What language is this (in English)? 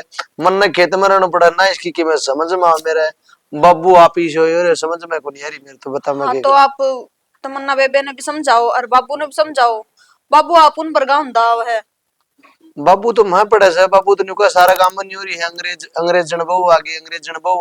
Haryanvi